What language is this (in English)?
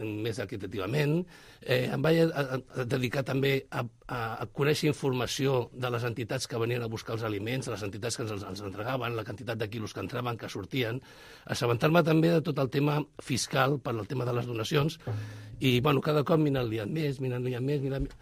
Catalan